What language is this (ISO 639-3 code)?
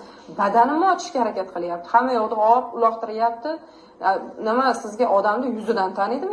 uzb